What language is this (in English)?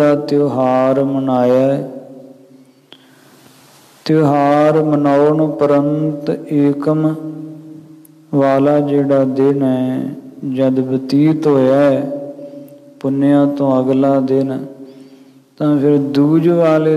Punjabi